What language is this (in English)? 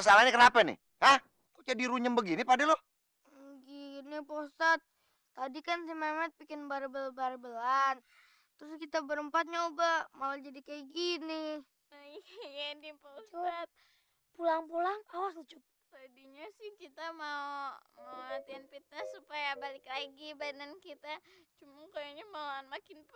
Betawi